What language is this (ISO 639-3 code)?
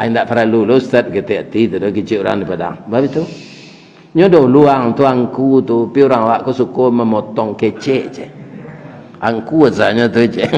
min